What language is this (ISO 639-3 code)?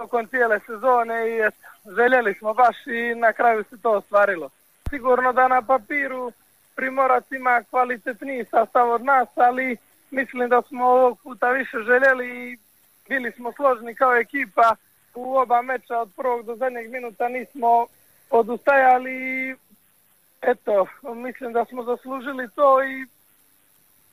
hrv